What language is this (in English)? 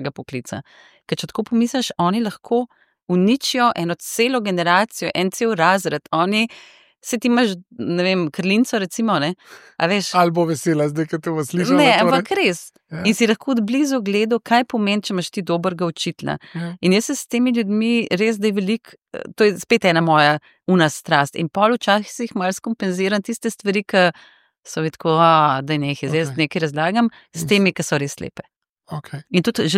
Slovenian